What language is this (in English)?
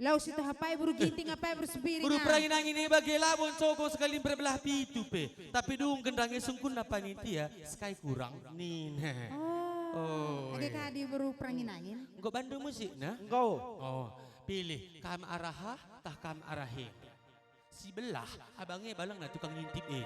Batak Karo